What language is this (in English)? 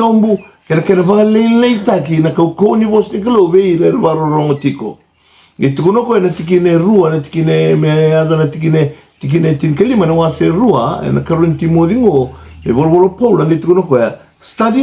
Fijian